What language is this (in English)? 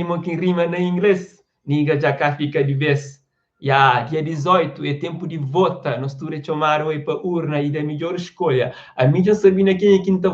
Kabuverdianu